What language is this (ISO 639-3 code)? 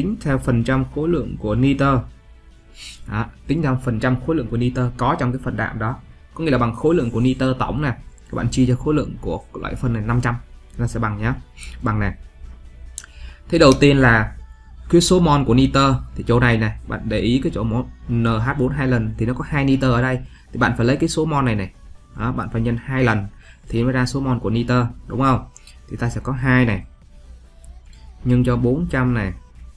vie